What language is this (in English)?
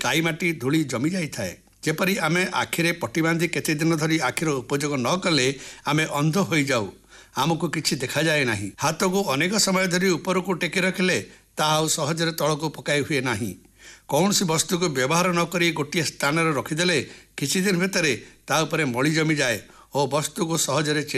Odia